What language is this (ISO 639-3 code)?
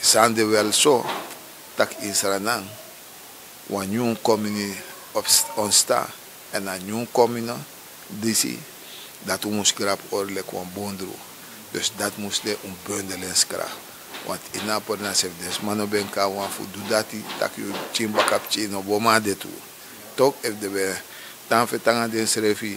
srn